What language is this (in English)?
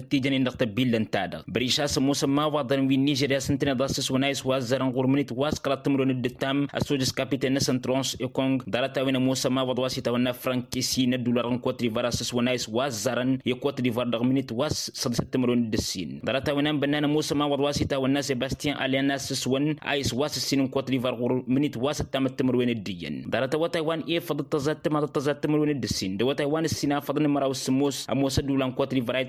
Tamasheq